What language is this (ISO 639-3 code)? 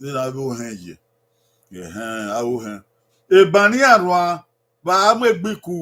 bin